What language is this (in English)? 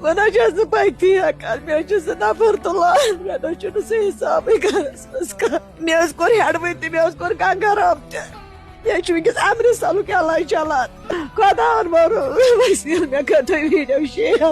Kashmiri